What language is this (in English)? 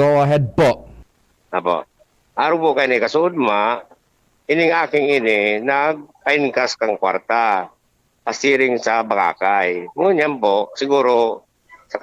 Bikol